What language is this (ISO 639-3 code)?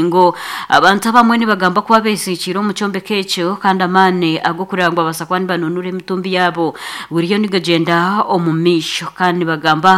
nyn